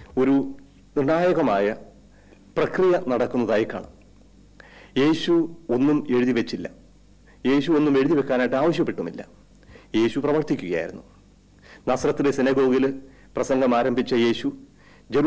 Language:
Malayalam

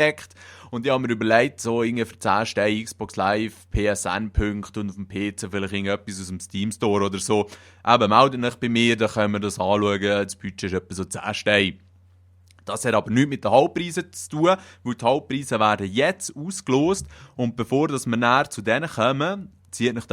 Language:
Swiss German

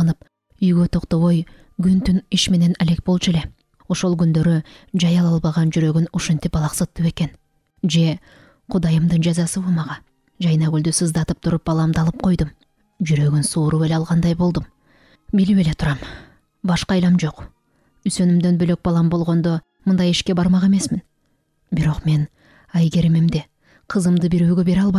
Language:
Kyrgyz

